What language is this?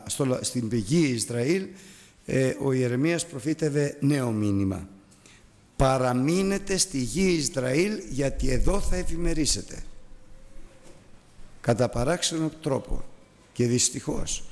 Greek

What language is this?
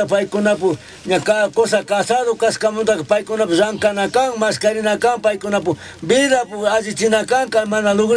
Chimborazo Highland Quichua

